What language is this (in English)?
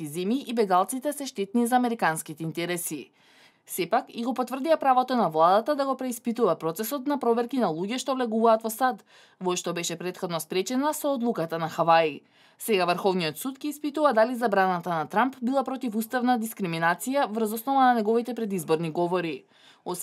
Macedonian